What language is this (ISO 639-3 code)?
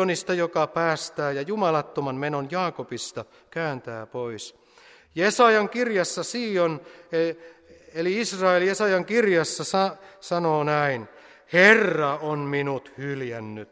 fin